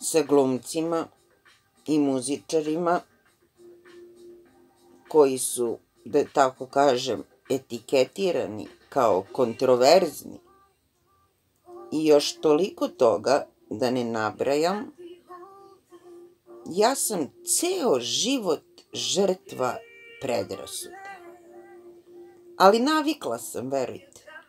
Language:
Serbian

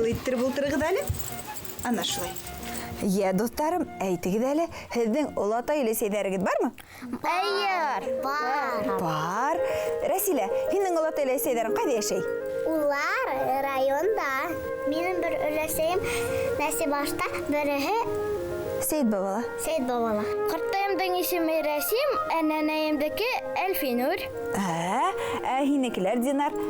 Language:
Bashkir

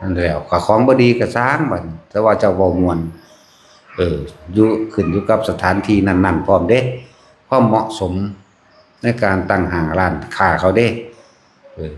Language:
Northeastern Thai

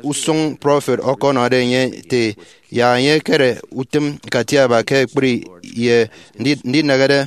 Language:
Efik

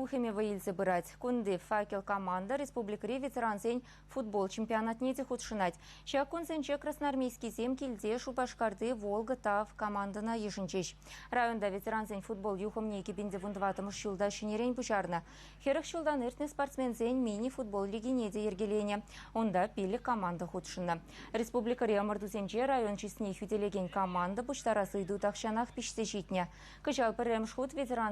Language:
Chuvash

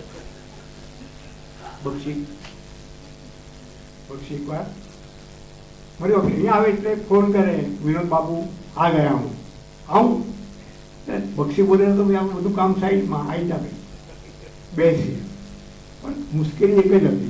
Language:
Gujarati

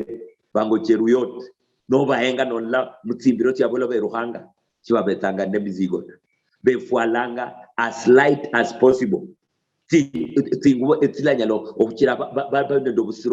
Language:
Luyia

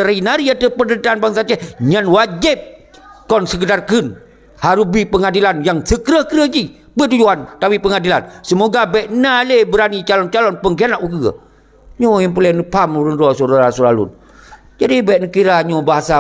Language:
Achinese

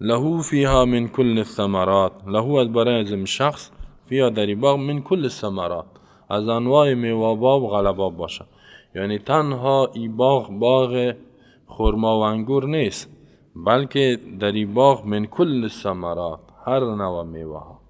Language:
Persian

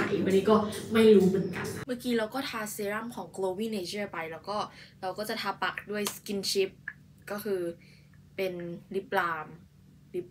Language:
Thai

